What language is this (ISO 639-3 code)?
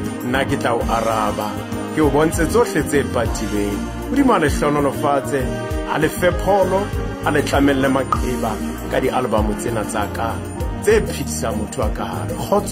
sot